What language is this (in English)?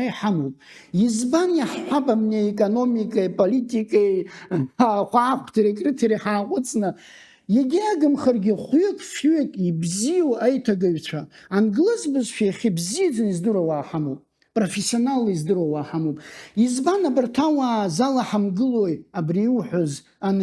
Abkhazian